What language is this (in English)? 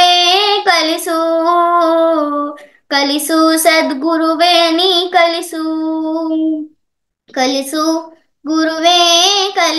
Kannada